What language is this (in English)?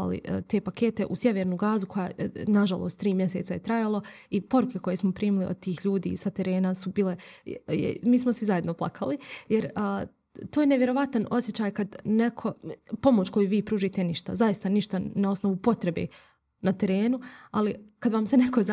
Bosnian